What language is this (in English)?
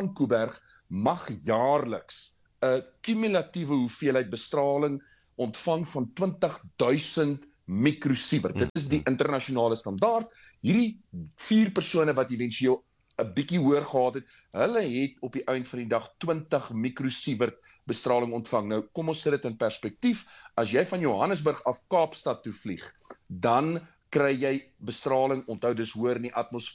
Afrikaans